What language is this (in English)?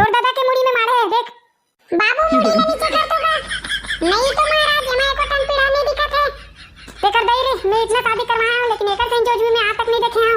Chhattisgarhi